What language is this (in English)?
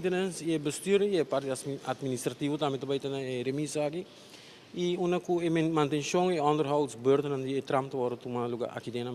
Papiamento